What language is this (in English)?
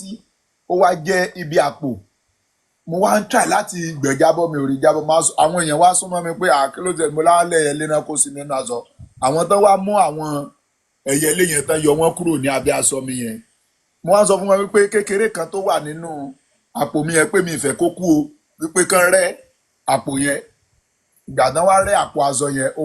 Yoruba